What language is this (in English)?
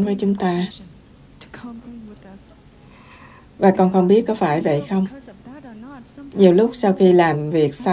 Vietnamese